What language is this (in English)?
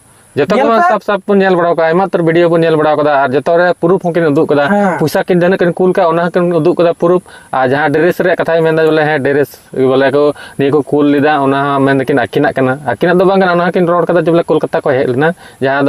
Santali